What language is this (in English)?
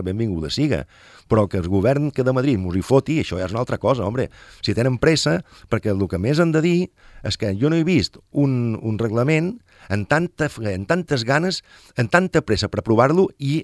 Catalan